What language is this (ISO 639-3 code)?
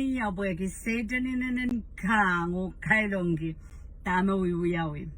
pon